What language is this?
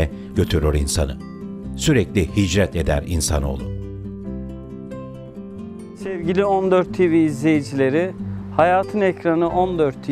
Turkish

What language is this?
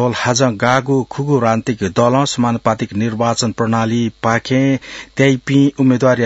Newari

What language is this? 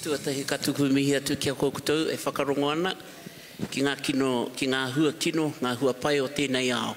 Māori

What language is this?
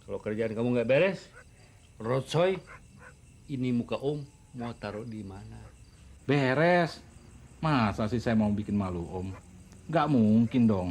Betawi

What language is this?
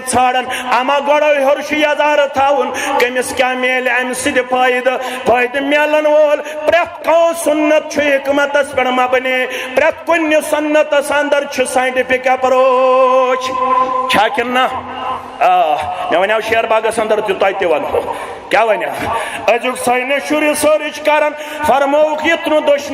Kashmiri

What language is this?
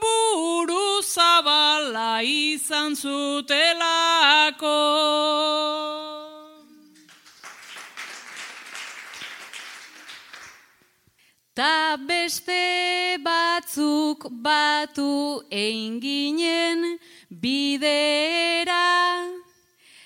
Basque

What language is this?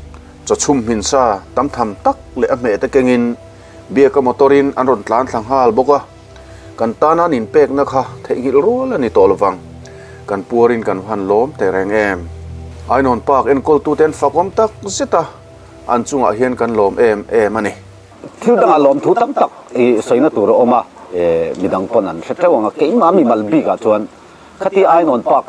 Mizo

